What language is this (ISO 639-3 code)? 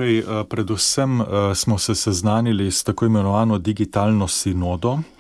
slv